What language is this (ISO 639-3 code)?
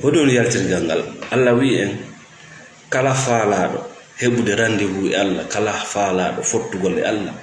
ful